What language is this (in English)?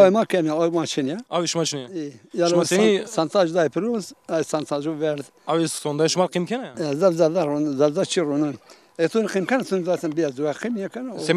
Zaza